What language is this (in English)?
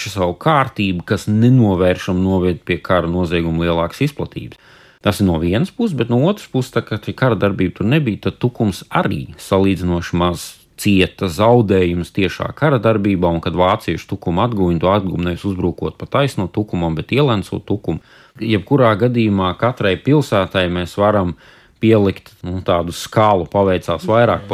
Latvian